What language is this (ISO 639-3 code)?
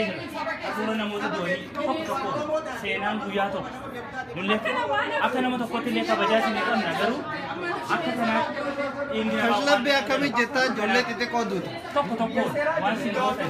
orm